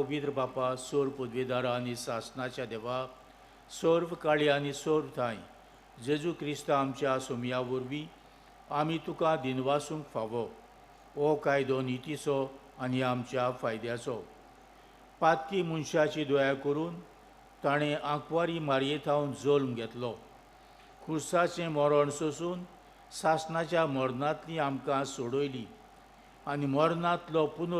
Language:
Konkani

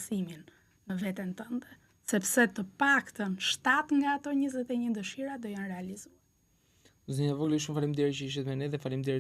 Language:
Albanian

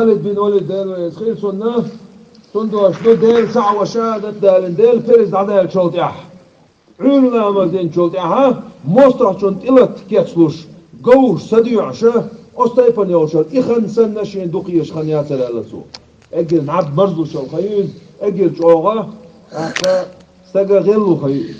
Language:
Chechen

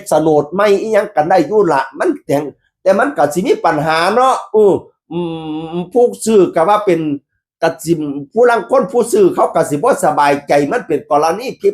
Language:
Northeastern Thai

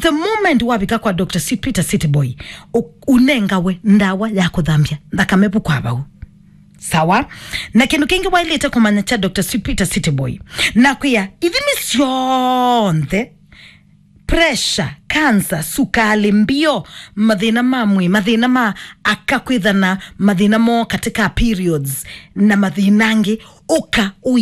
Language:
Kamba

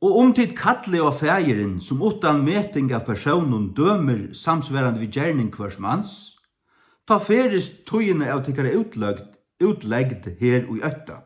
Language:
Faroese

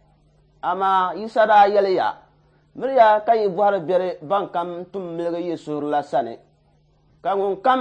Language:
Dagbani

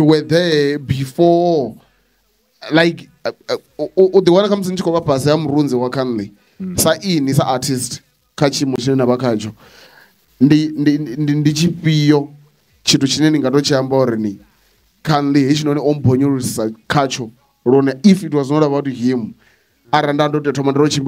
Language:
Venda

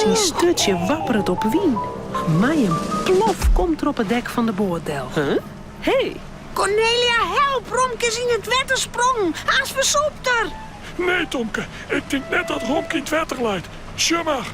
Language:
Western Frisian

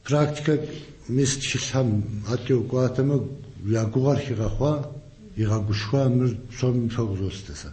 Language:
Kabardian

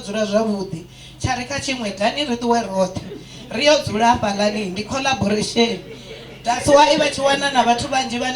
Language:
Venda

